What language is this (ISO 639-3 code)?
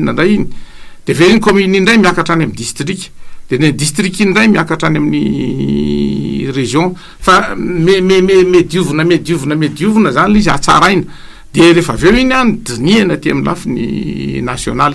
mlg